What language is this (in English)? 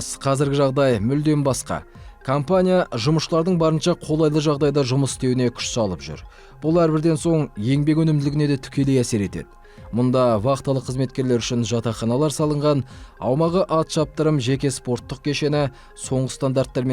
Kazakh